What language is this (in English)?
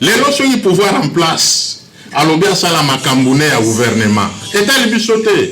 Lingala